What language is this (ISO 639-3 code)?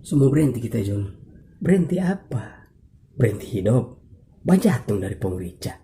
xmm